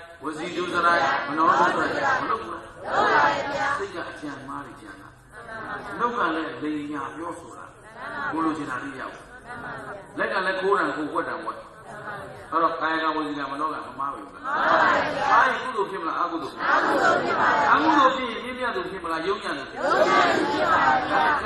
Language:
Burmese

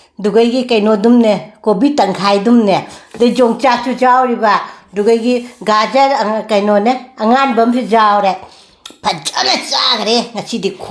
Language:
Manipuri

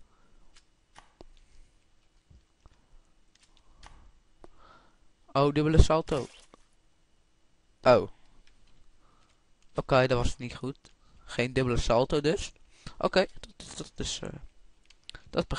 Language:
Dutch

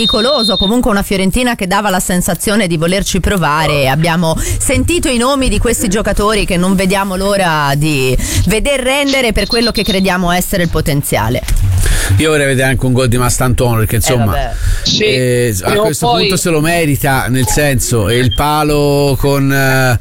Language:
Italian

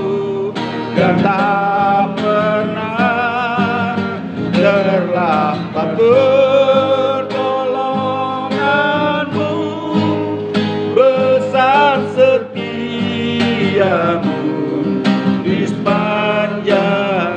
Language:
Indonesian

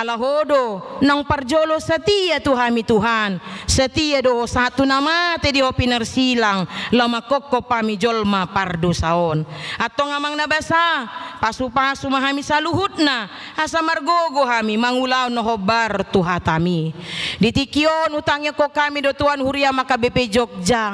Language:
Batak Toba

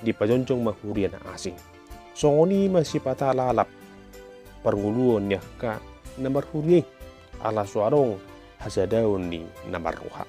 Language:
Batak Toba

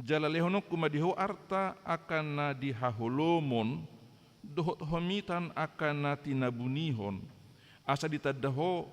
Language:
Batak Toba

